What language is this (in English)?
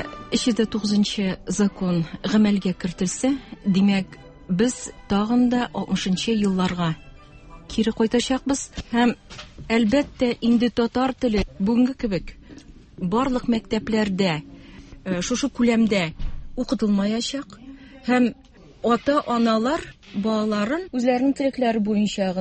Tatar